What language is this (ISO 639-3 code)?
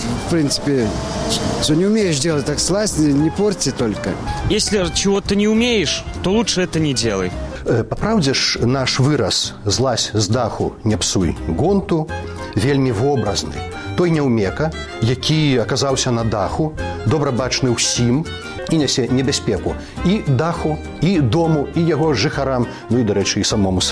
bel